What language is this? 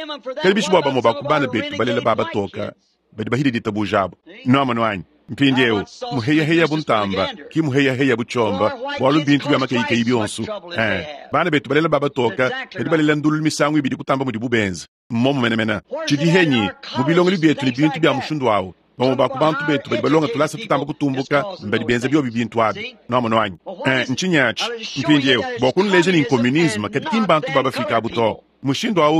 Luba-Lulua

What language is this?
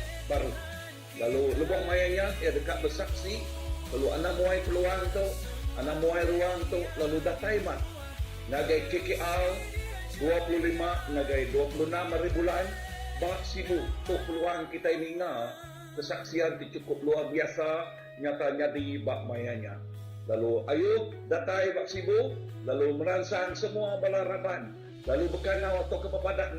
Iban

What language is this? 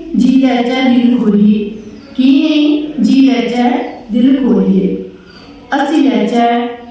Dogri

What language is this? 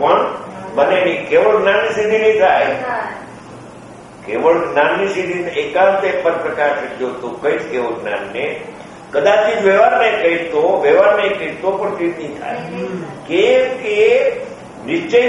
Gujarati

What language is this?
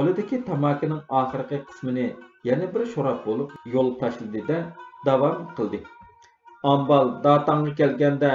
Uyghur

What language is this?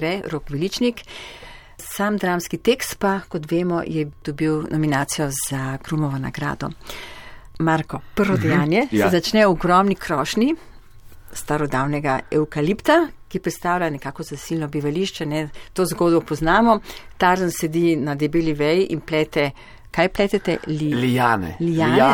Slovenian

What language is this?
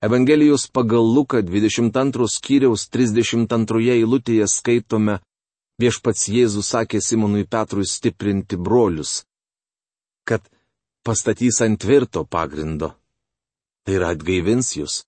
Lithuanian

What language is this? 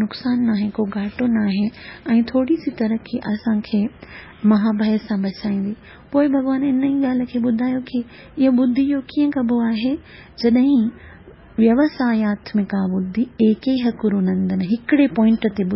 Sindhi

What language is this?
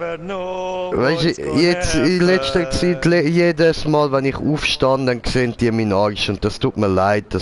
Swiss German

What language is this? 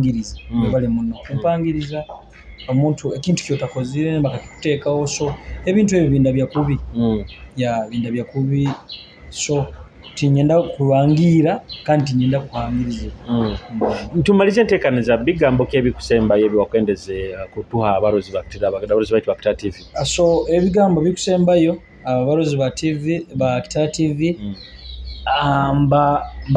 Nyoro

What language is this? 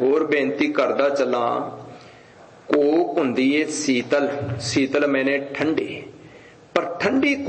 Punjabi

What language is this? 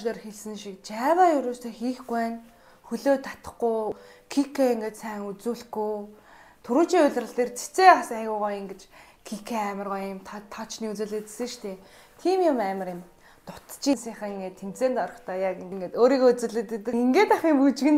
Mongolian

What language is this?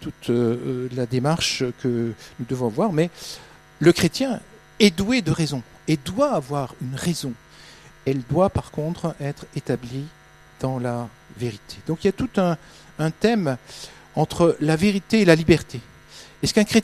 French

